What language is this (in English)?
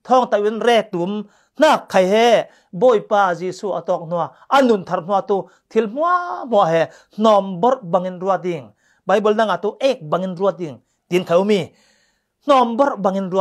Falam Chin